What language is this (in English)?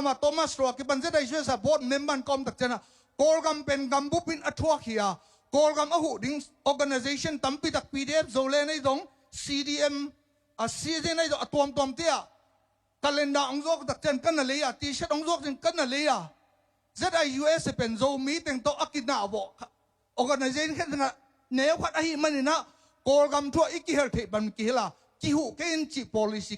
Tedim Chin